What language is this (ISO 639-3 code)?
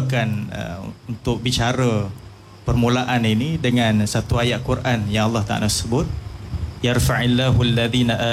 msa